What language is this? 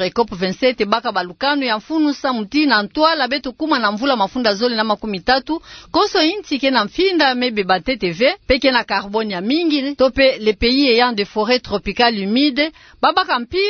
Kituba (Democratic Republic of Congo)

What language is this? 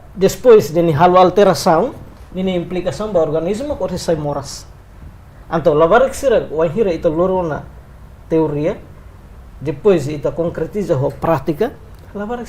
Tetum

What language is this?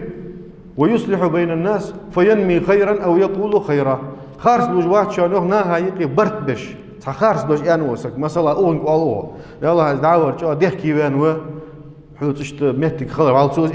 Ingush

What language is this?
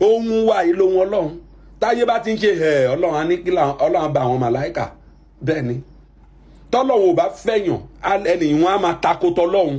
Yoruba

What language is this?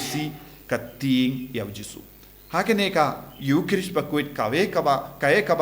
Khasi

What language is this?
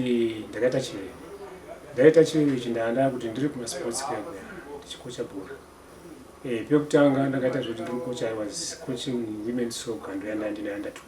Shona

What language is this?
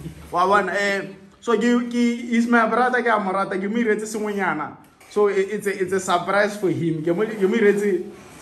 Tswana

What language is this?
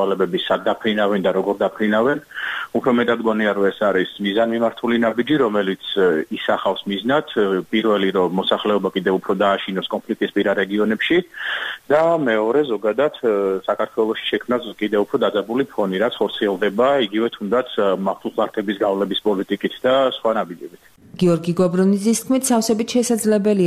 Georgian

